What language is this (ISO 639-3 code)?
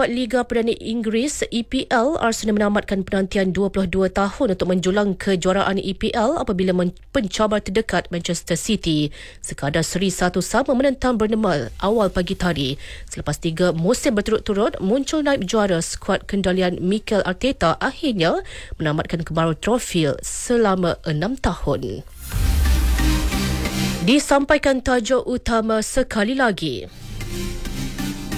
msa